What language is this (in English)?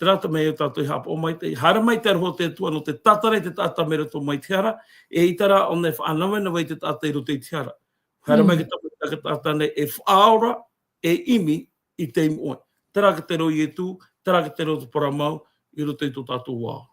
Tahitian